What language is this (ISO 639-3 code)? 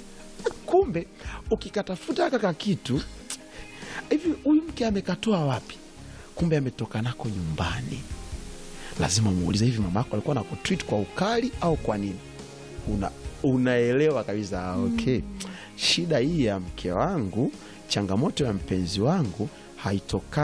swa